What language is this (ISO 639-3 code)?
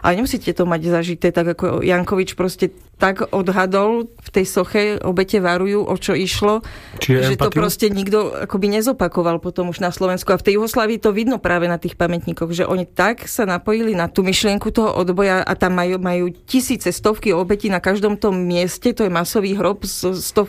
slk